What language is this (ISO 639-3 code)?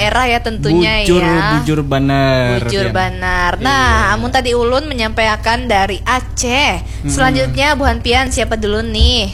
bjn